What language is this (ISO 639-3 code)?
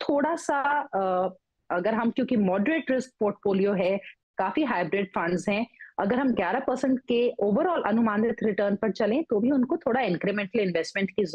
hin